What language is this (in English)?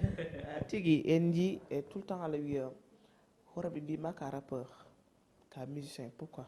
Fula